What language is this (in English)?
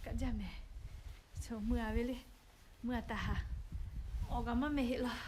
Lahu